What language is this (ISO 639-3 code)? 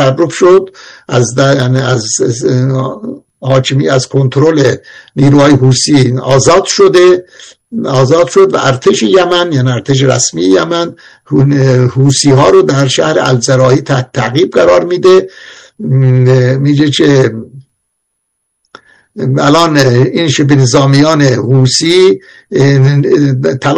fas